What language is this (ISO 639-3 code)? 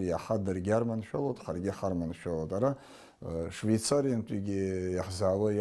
abk